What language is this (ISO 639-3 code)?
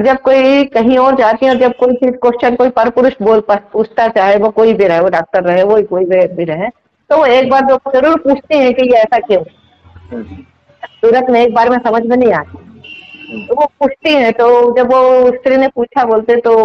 hin